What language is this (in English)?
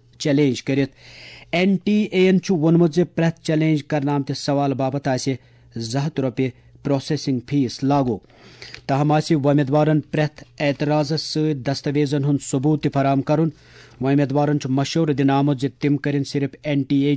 Kashmiri